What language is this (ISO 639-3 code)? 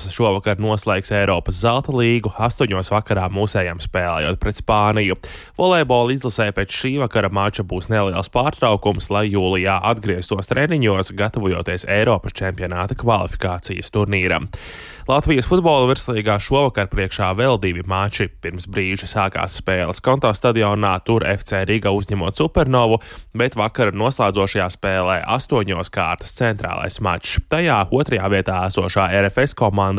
lav